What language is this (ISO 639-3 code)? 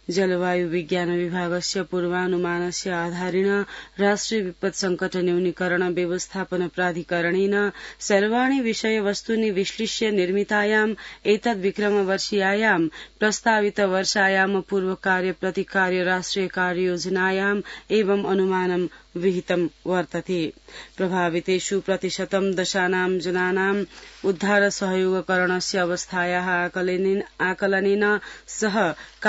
san